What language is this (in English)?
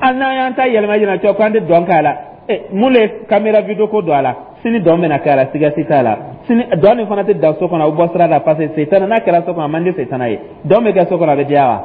Dyula